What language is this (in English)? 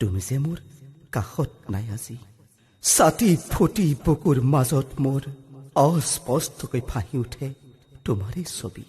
Assamese